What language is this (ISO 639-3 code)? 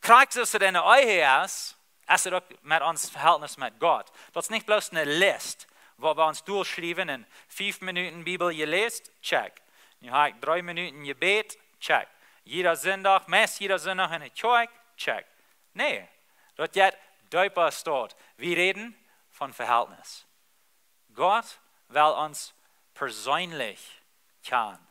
pdt